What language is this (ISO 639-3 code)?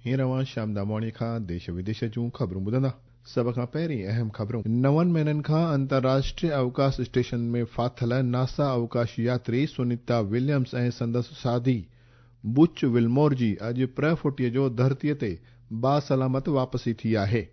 snd